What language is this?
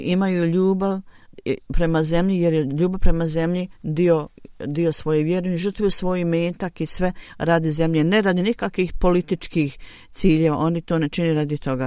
Bosnian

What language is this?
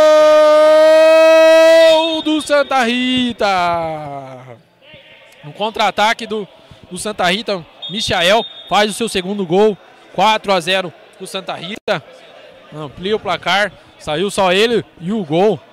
Portuguese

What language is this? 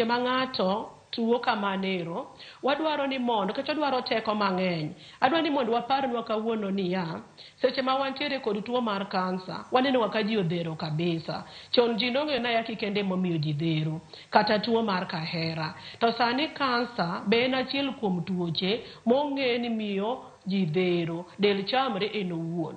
Luo (Kenya and Tanzania)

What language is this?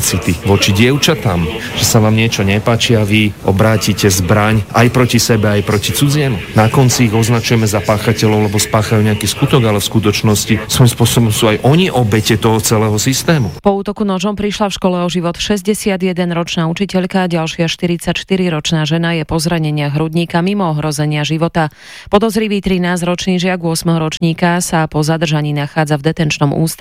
Slovak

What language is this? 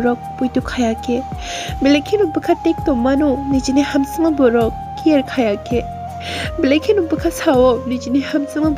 Kok Borok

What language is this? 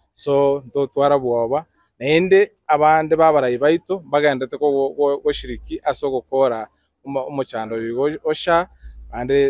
Gusii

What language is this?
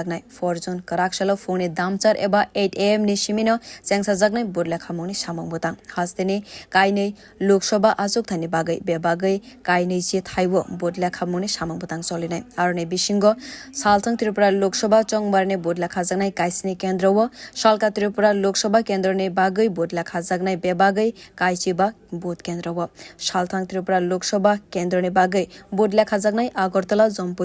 Kok Borok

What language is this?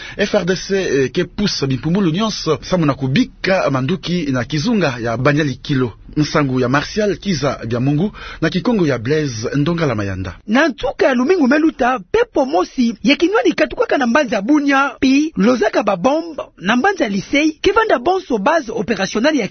Kituba (Democratic Republic of Congo)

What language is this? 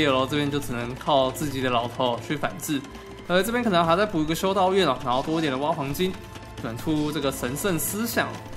Chinese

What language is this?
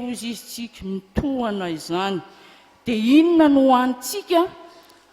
Malagasy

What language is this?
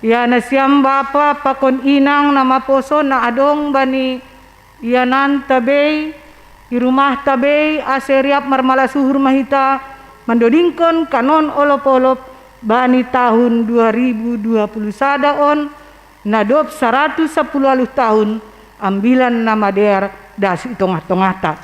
Batak Simalungun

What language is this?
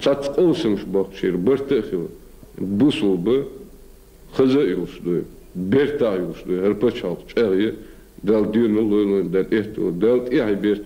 Chechen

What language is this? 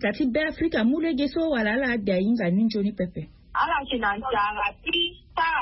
Sango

